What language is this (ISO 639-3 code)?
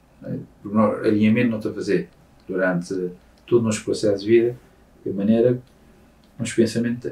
kea